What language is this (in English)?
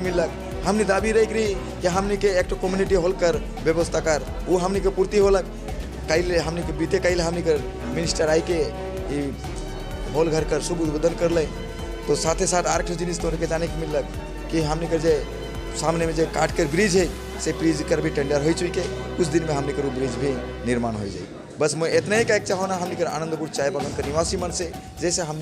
Sadri